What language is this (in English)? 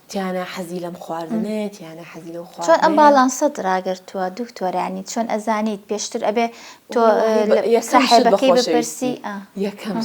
Central Kurdish